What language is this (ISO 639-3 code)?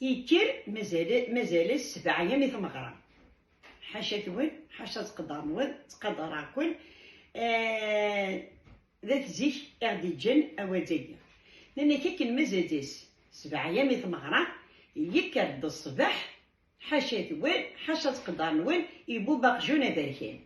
kab